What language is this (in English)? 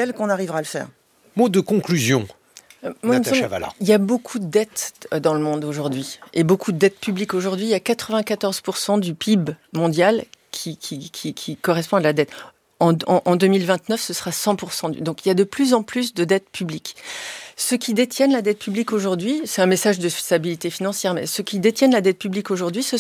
French